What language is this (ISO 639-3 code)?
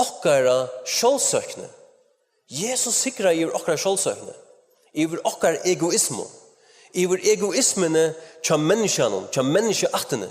fao